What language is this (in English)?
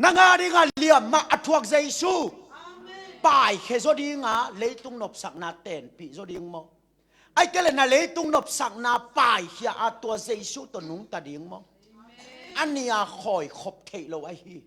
Tedim Chin